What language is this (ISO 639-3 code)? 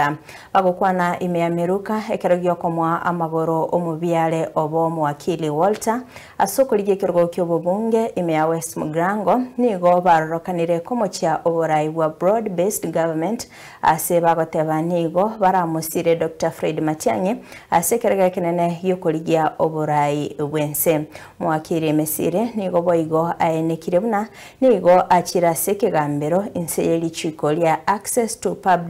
guz